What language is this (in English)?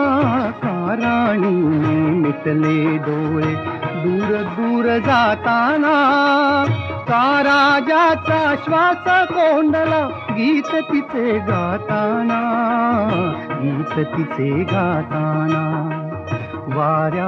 Marathi